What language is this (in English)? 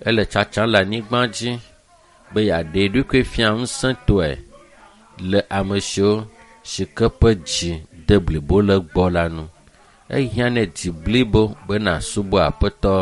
Ewe